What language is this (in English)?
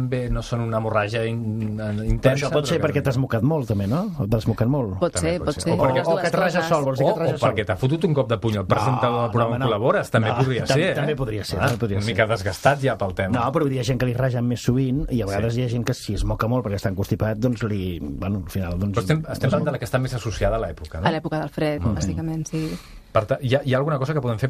Catalan